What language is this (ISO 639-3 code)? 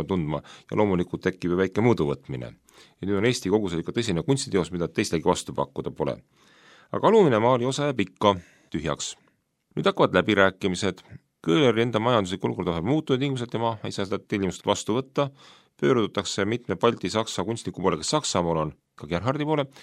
est